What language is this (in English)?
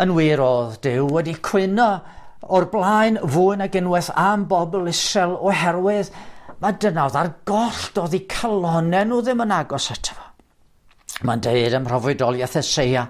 Welsh